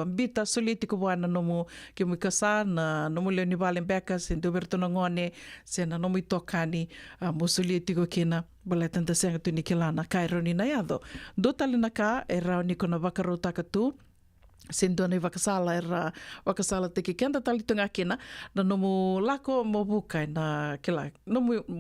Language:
Fijian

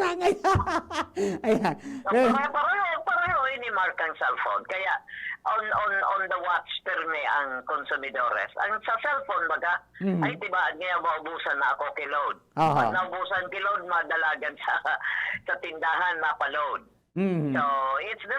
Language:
Bikol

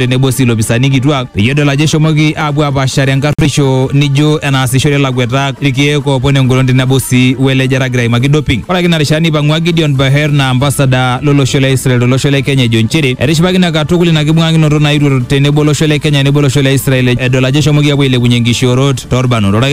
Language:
Masai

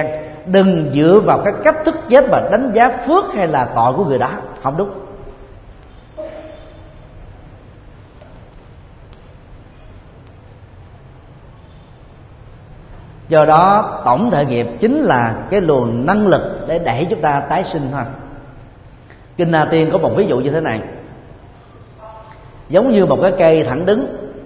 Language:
Vietnamese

